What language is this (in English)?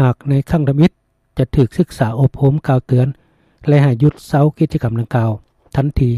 Lao